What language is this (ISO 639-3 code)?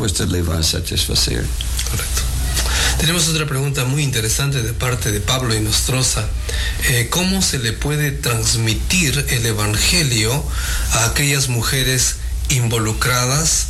spa